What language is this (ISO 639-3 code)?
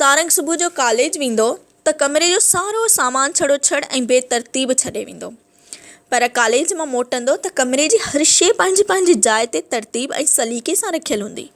snd